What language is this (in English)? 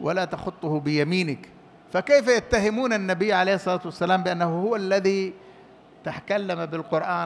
Arabic